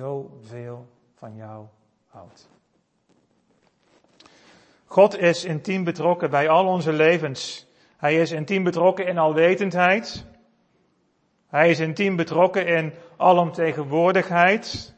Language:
Dutch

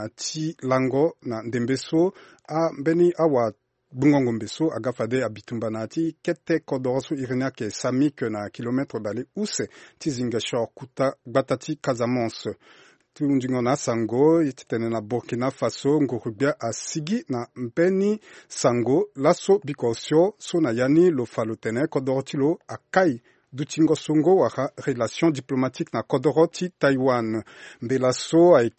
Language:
Sango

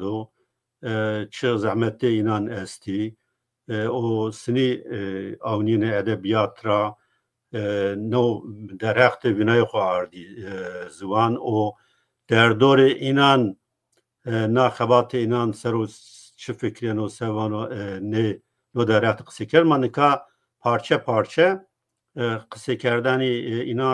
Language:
Zaza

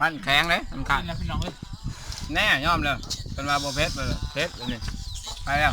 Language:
Northeastern Thai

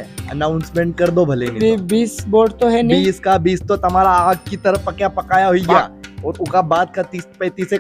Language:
Rajasthani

